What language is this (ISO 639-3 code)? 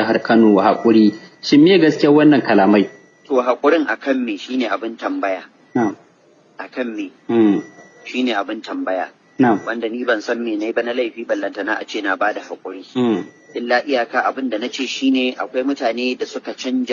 hau